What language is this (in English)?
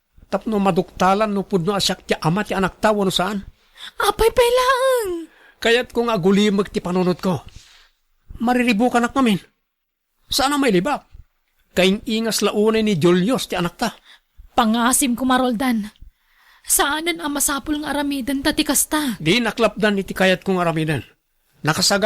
Iloko